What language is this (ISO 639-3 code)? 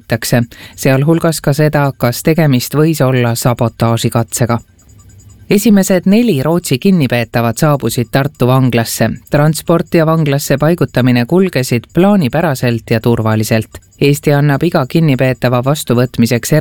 est